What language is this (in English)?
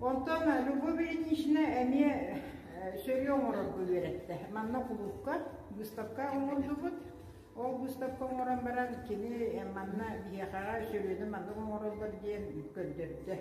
Yakut